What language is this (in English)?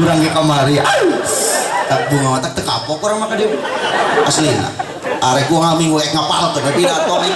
Sundanese